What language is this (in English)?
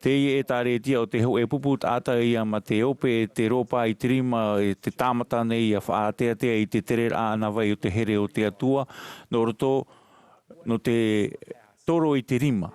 Tahitian